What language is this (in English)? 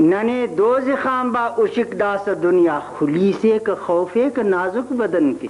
Brahui